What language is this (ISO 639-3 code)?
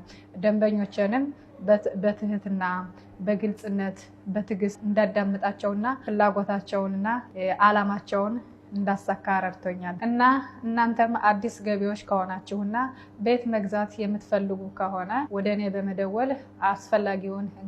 amh